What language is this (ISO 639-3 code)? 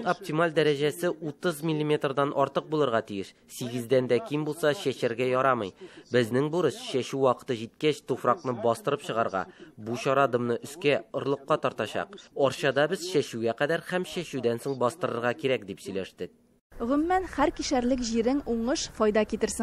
tat